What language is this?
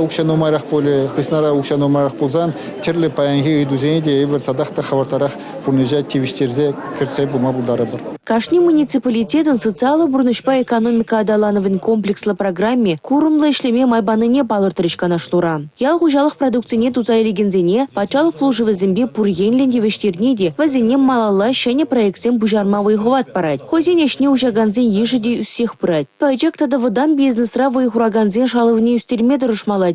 Chuvash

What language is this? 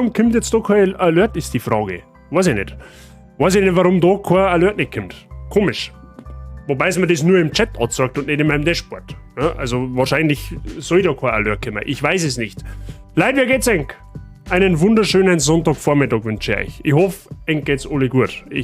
Bavarian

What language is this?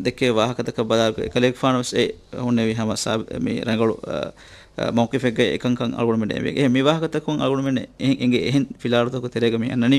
Divehi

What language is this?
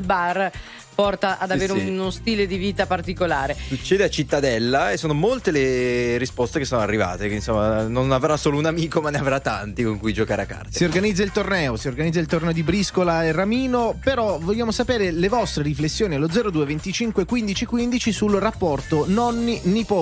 Italian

